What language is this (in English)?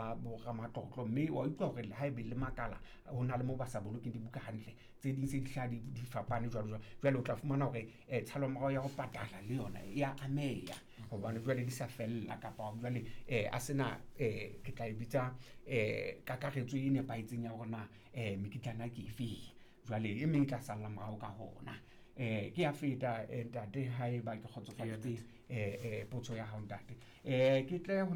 Southern Sotho